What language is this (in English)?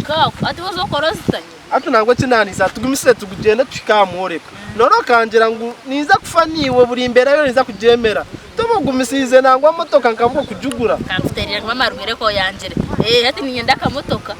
Nyankole